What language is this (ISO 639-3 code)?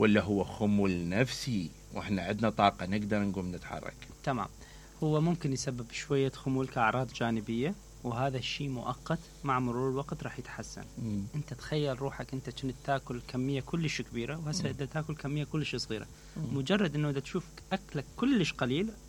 acm